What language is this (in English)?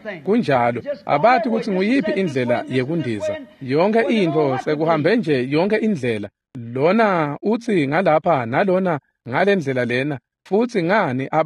Swati